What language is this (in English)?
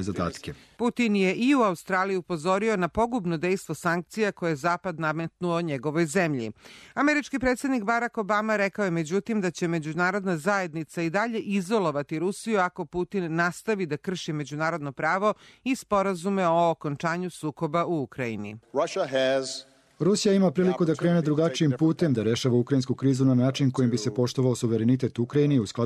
Serbian